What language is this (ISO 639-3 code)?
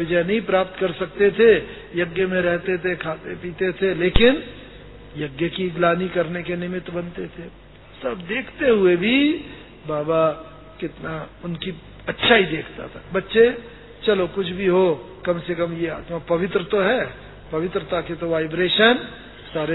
hin